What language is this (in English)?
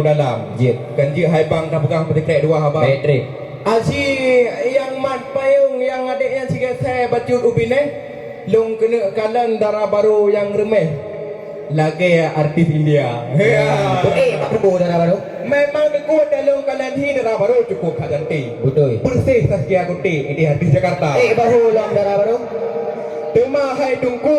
Achinese